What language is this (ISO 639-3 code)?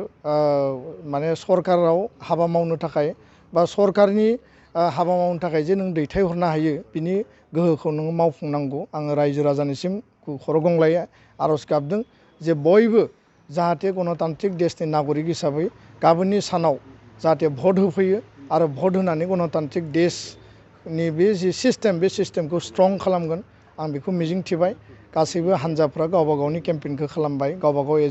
brx